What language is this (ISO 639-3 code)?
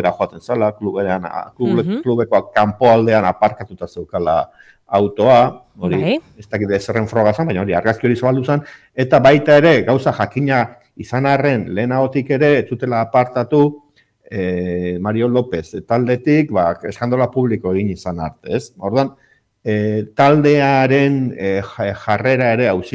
eus